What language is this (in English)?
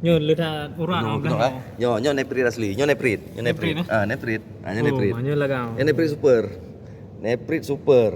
Achinese